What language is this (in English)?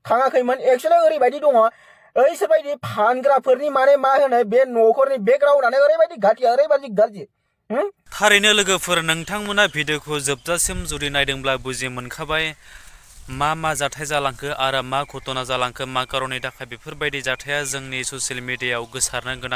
Bodo